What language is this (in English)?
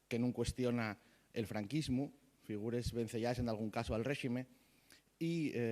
Asturian